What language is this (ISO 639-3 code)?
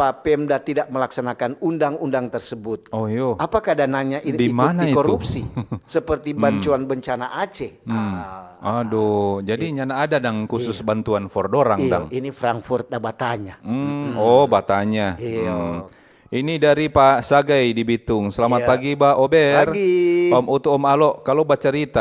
xmm